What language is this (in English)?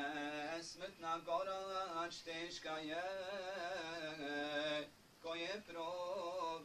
Bosnian